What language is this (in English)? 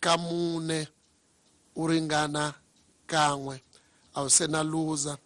Tsonga